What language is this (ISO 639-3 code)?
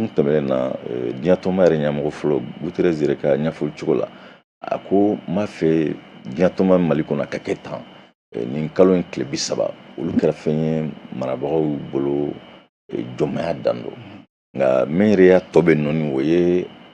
bam